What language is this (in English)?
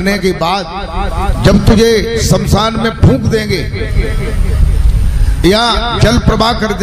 Hindi